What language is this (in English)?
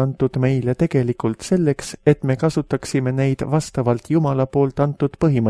Estonian